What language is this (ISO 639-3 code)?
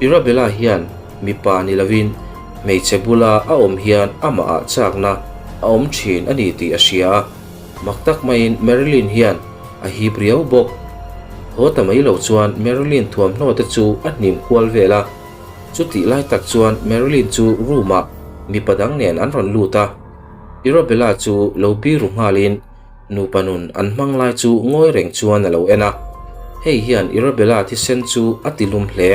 lus